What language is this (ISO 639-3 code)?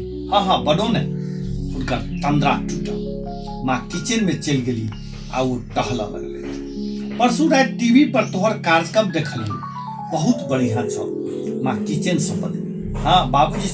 mai